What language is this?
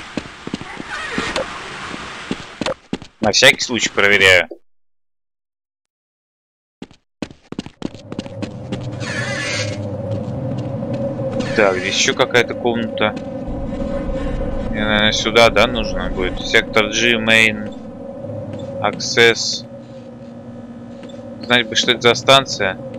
Russian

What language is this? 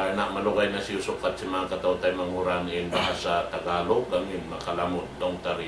Tausug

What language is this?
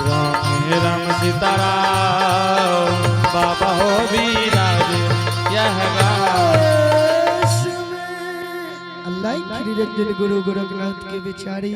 Angika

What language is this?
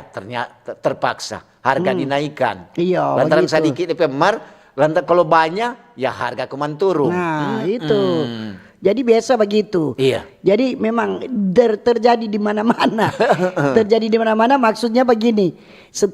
Manado Malay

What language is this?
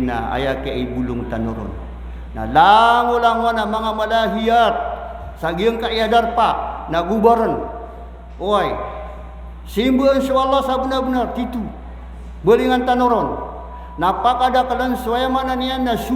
Maranao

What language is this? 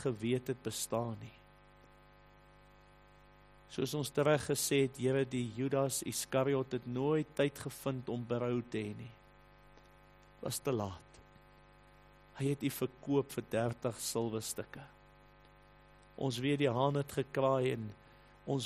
Afrikaans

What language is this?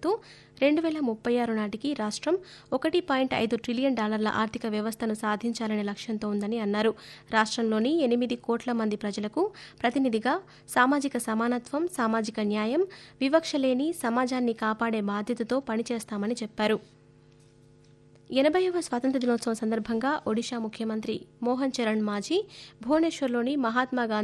Telugu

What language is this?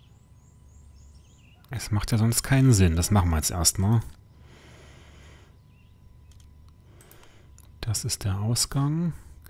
German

